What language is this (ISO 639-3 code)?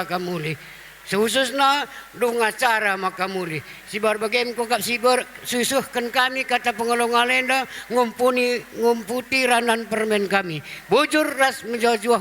btx